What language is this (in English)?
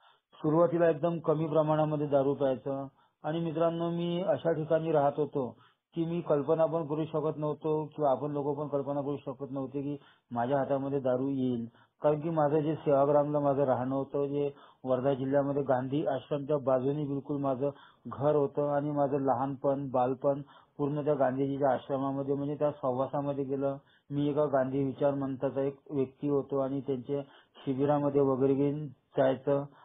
Marathi